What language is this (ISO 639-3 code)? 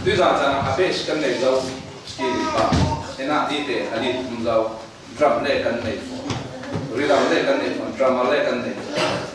cfm